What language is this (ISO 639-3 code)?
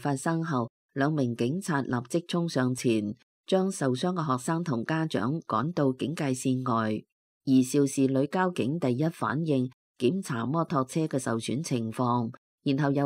yue